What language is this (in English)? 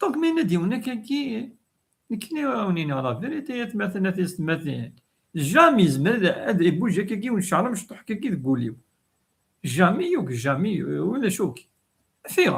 Kabyle